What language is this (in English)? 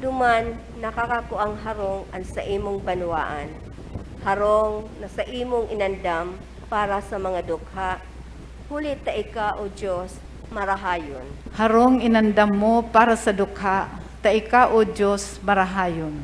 Bikol